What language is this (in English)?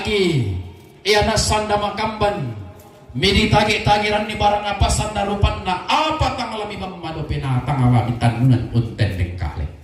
Toraja-Sa'dan